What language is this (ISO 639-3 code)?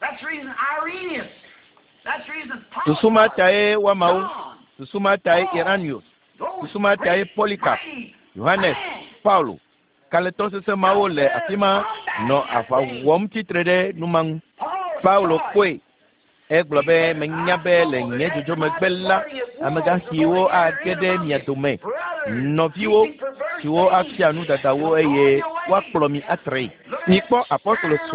ewe